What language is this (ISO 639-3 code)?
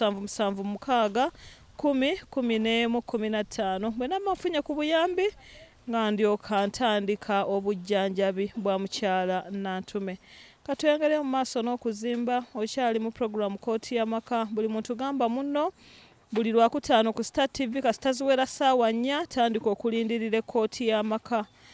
lug